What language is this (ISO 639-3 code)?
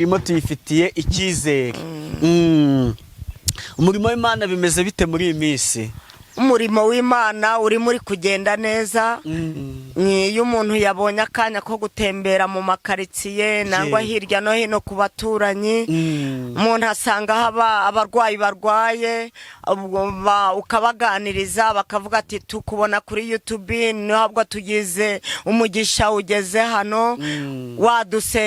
kin